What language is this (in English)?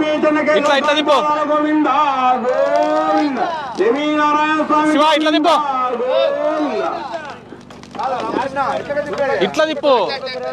Telugu